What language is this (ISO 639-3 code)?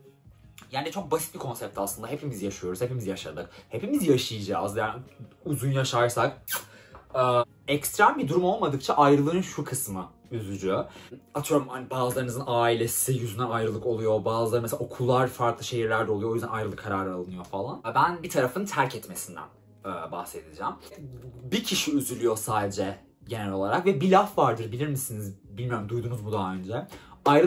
tur